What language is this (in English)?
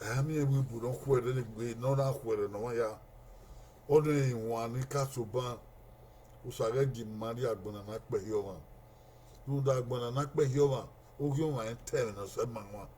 Bini